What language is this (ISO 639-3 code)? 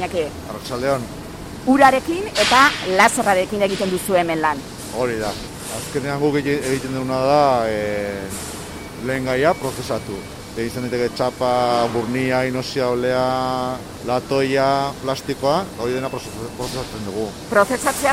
eus